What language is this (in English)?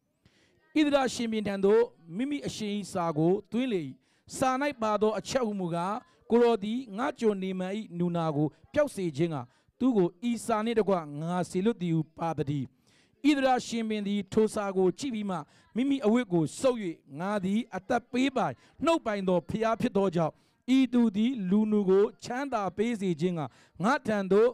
Burmese